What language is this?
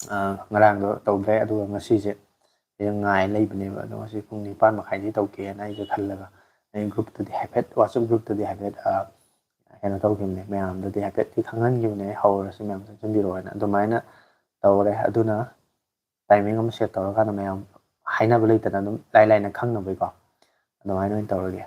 Manipuri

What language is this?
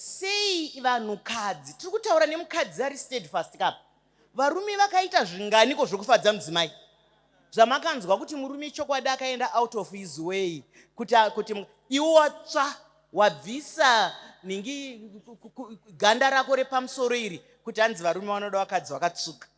Shona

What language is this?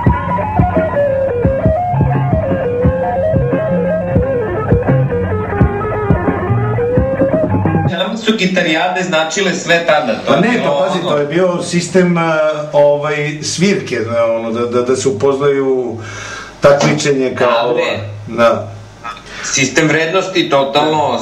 Serbian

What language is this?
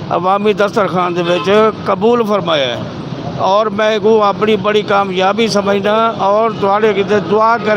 Saraiki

